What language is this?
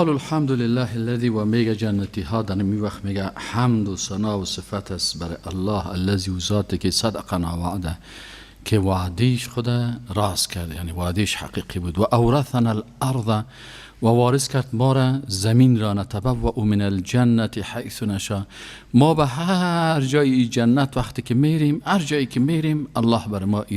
Persian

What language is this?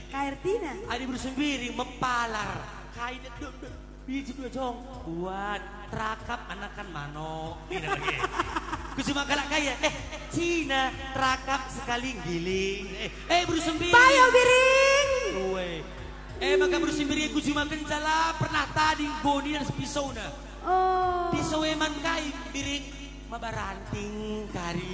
Batak Karo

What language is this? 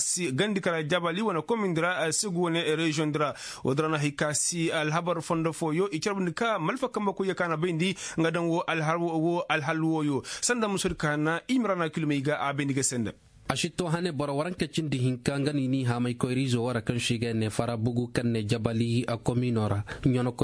Koyraboro Senni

